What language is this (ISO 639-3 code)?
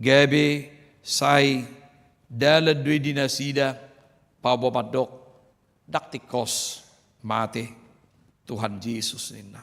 bbc